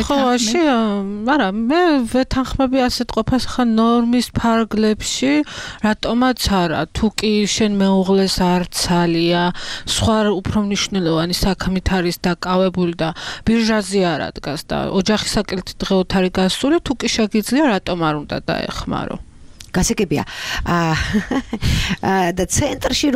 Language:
Georgian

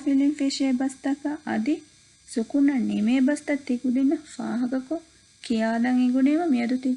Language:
Divehi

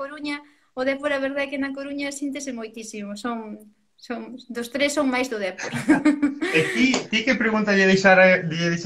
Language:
Galician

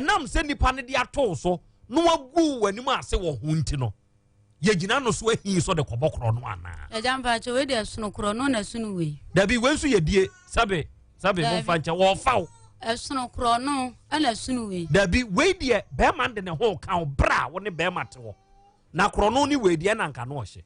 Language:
Akan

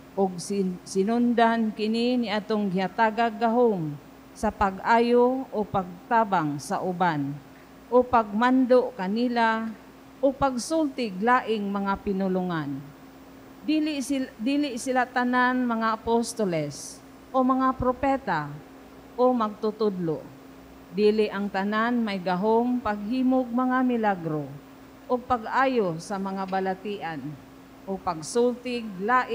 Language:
Cebuano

